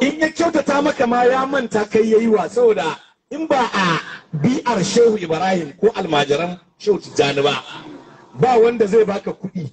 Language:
Hausa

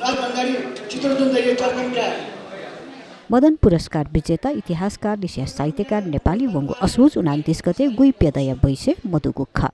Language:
Newari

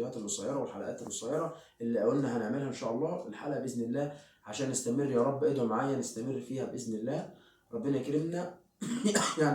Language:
Egyptian Arabic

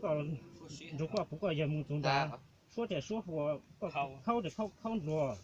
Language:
Hmong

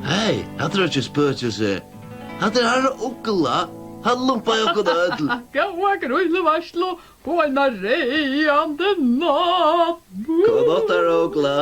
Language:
Faroese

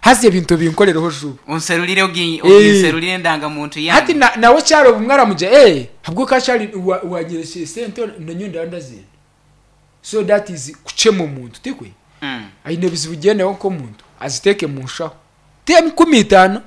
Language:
Nyankole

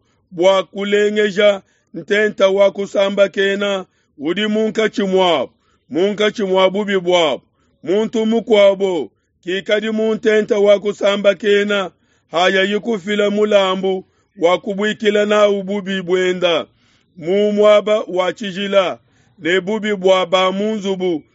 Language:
Luba-Lulua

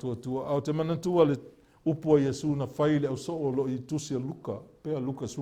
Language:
Samoan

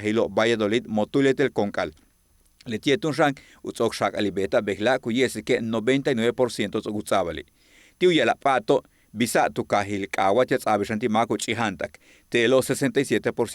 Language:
Yucateco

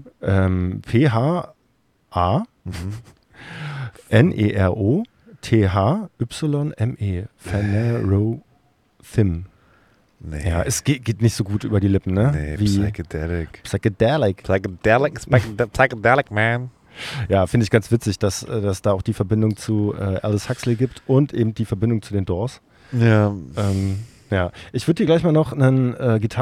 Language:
German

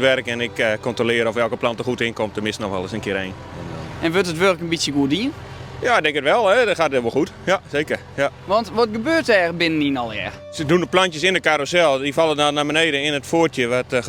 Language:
Western Frisian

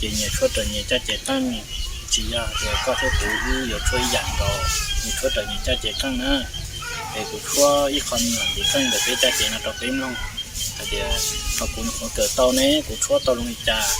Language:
Hmong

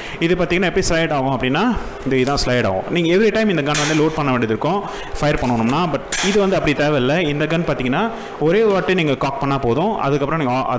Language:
Tamil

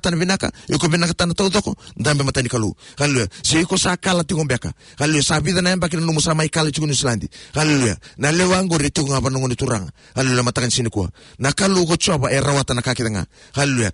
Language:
Fijian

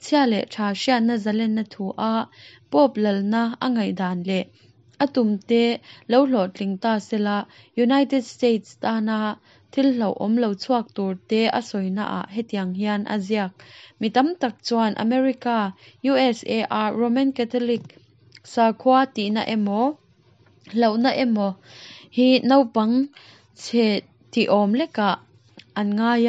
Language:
Mizo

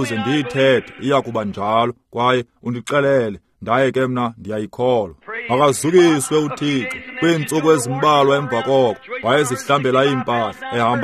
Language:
Xhosa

